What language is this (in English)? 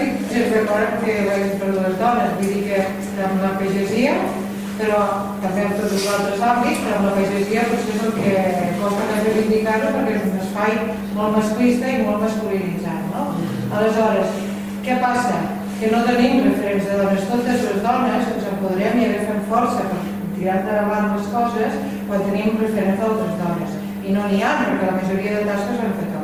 Catalan